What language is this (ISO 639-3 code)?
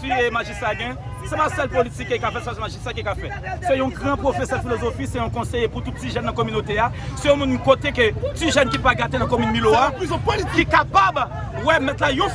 hat